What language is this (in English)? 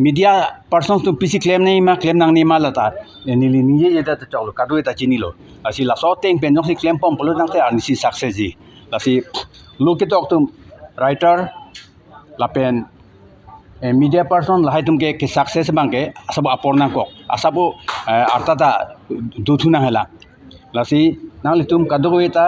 Karbi